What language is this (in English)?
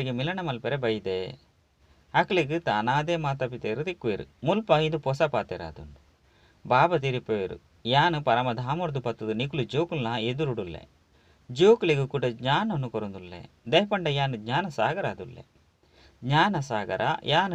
Tulu